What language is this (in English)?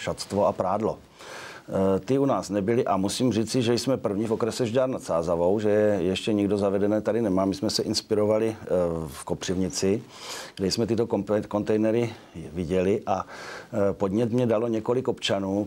Czech